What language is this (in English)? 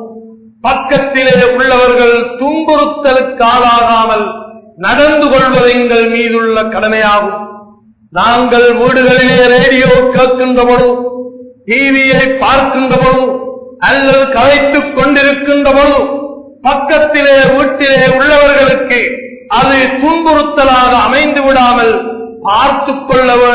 Tamil